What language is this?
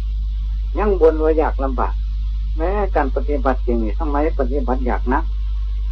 Thai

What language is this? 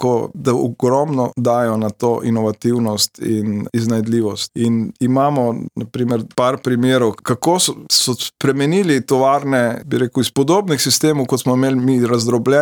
Slovenian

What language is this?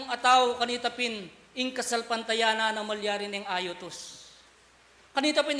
Pampanga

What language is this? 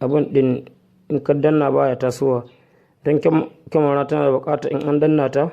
Hausa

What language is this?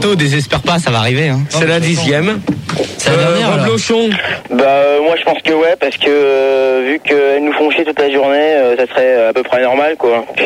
French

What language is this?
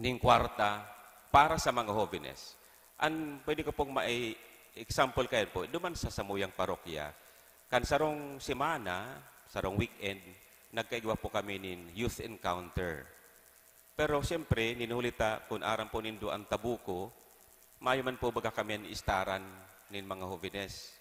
Bikol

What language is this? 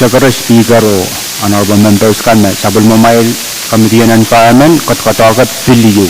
Pohnpeian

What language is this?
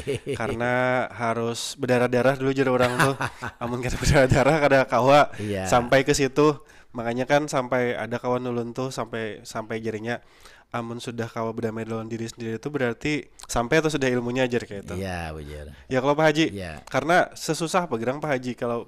Banjar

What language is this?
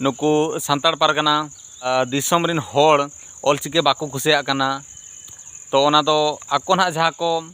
Santali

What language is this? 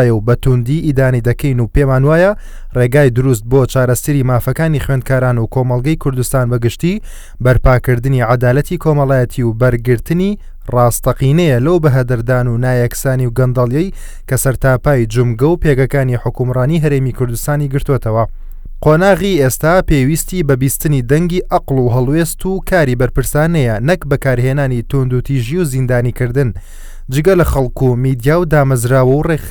Central Kurdish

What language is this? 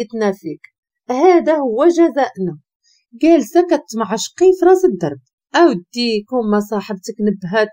Moroccan Arabic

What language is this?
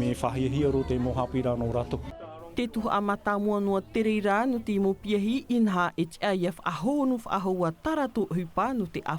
Tahitian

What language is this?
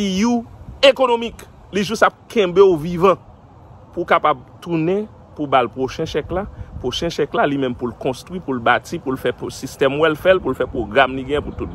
Haitian Creole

